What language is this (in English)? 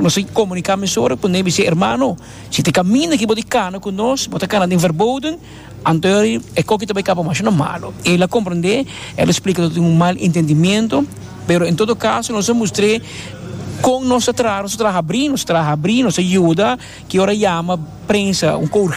Papiamento